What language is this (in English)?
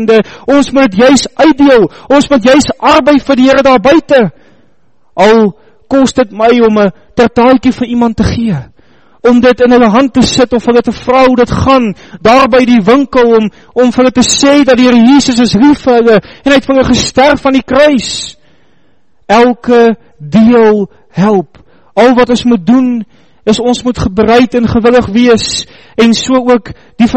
Afrikaans